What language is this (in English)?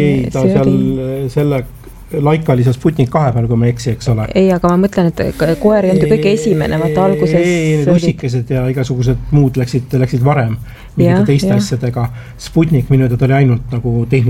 Estonian